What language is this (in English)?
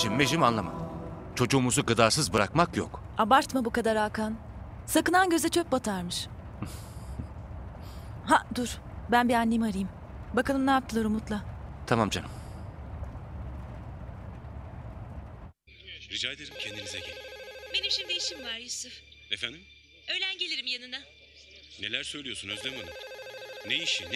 Turkish